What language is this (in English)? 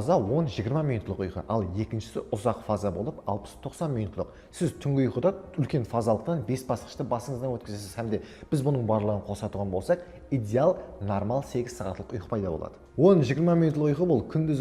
Kara-Kalpak